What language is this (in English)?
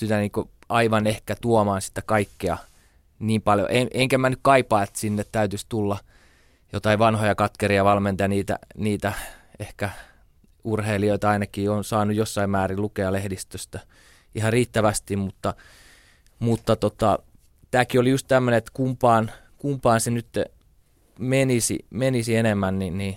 Finnish